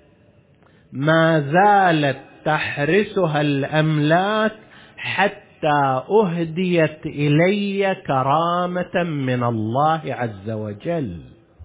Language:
Arabic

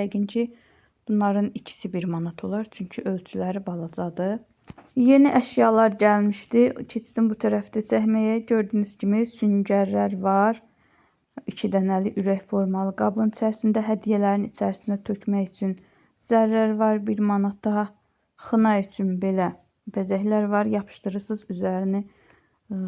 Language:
Azerbaijani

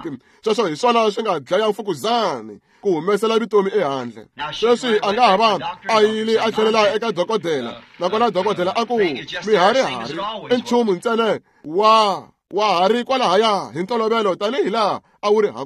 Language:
Tsonga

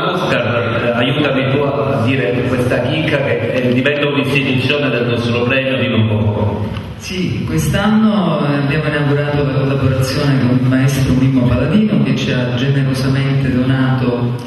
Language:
Italian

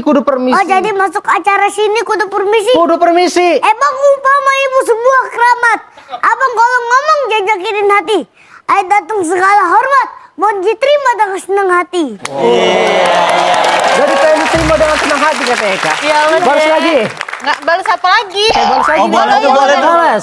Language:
Betawi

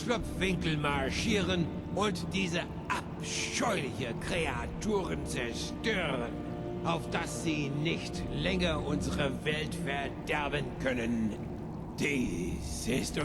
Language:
Bavarian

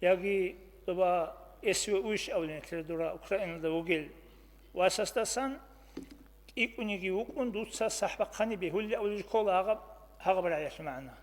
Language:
Avaric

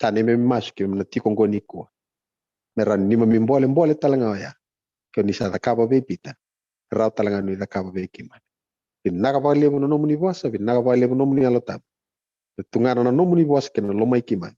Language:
Fijian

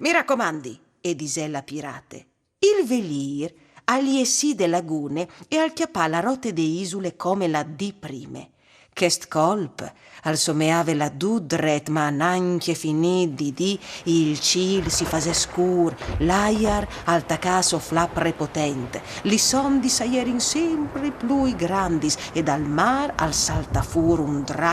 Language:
Friulian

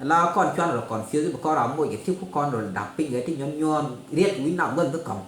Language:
Nuer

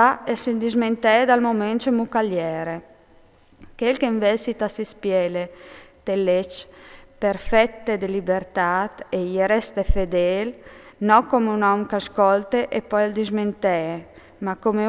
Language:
Friulian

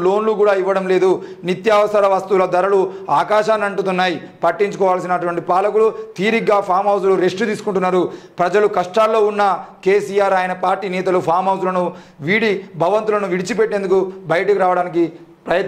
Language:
Telugu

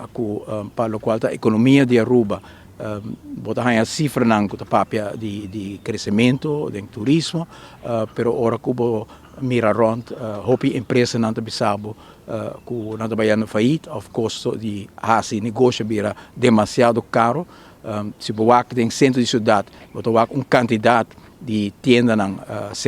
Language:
Papiamento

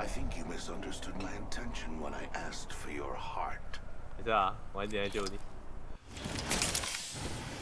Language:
Chinese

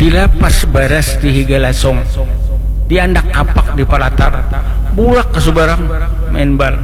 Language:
Banjar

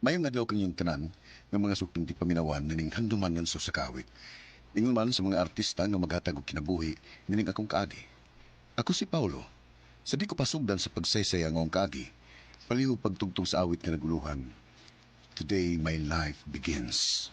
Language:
Cebuano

